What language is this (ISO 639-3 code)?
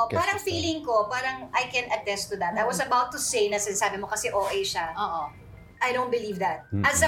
fil